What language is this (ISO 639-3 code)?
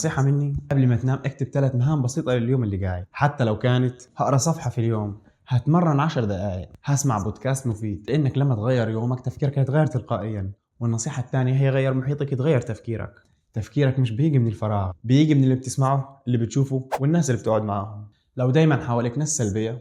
arz